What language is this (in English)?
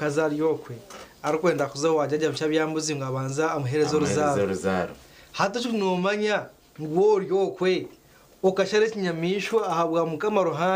Nyankole